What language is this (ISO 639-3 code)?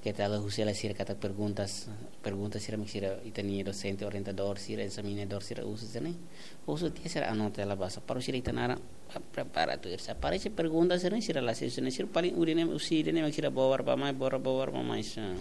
tet